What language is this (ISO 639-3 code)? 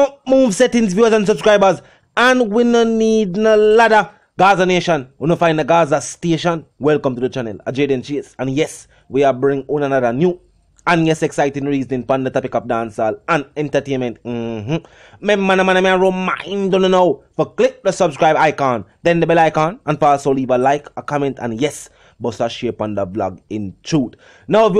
jam